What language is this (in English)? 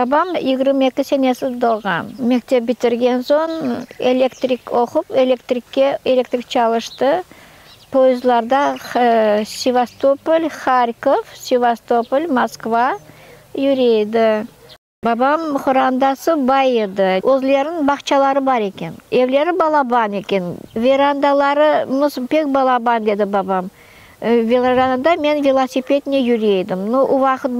Crimean Tatar